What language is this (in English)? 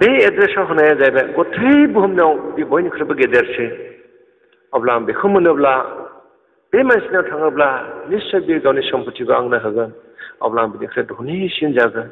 Bodo